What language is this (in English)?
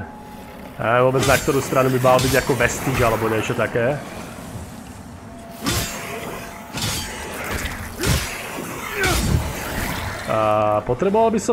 Slovak